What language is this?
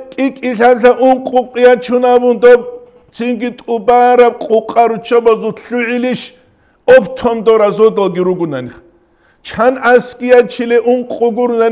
Avaric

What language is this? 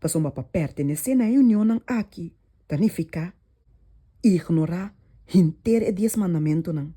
Papiamento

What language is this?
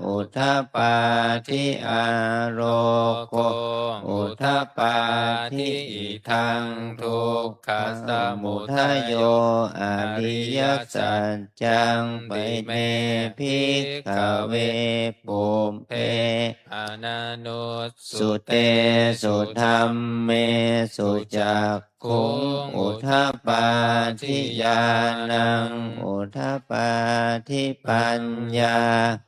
Pali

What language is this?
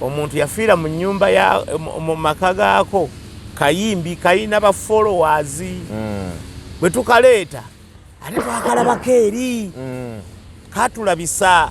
Ganda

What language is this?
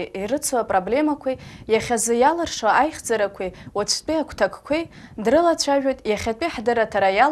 Abkhazian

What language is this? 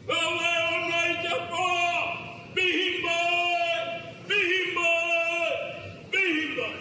Māori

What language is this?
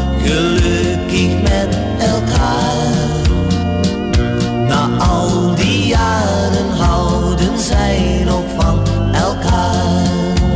Dutch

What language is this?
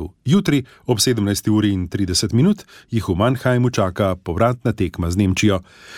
Slovenian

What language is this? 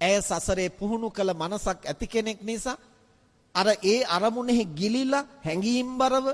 Sinhala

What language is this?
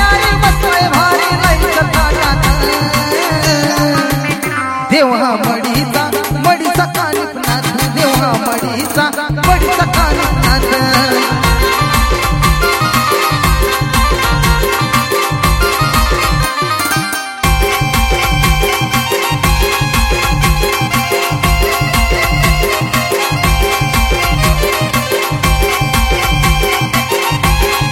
Marathi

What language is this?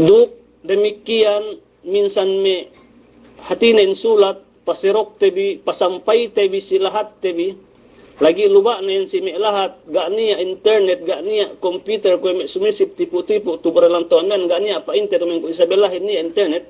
Yakan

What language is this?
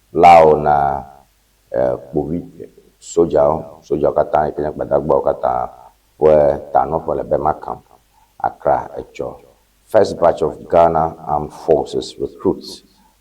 Ewe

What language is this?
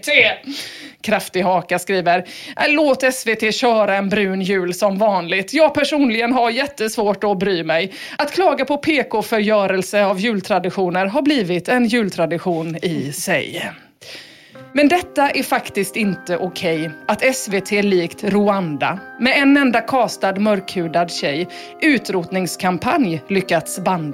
Swedish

